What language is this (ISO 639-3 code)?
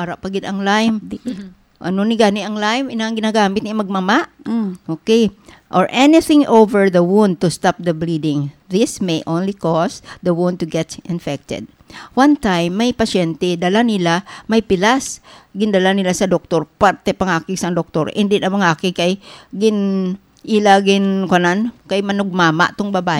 hil